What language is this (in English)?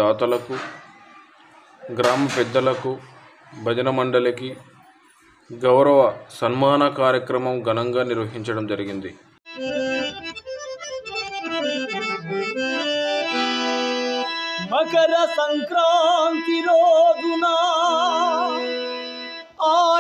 Telugu